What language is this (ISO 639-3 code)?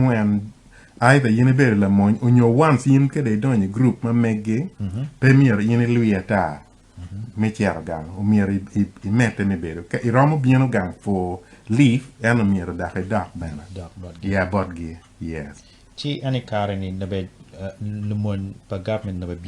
ach